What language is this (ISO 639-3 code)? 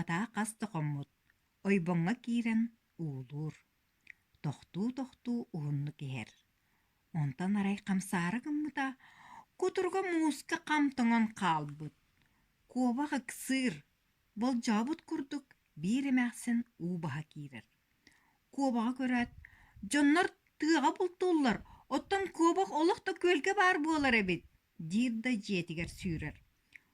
sah